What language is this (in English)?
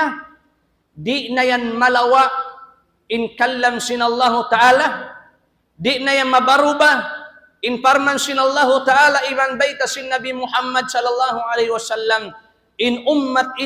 Tausug